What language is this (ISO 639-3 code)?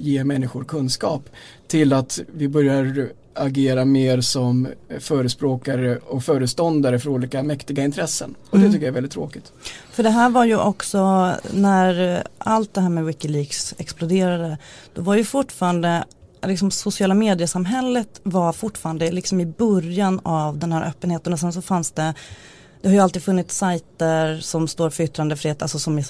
swe